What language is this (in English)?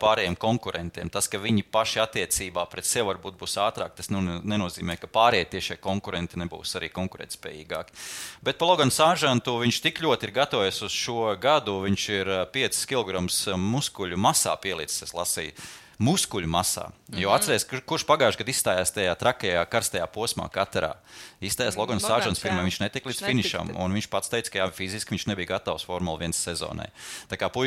Latvian